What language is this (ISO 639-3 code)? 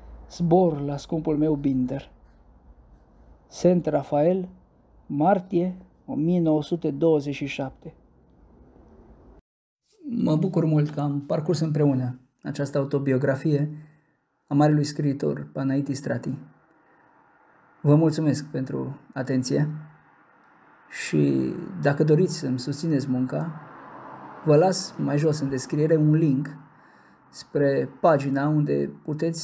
ron